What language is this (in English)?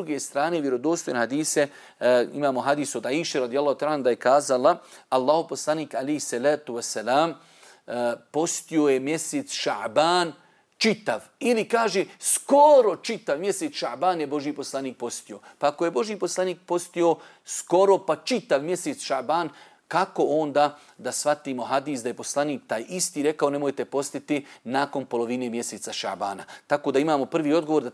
Bosnian